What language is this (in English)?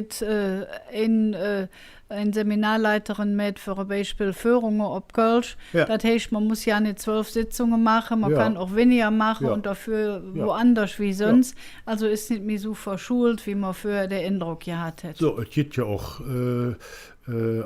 Colognian